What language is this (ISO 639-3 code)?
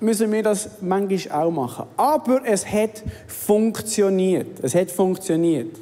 gsw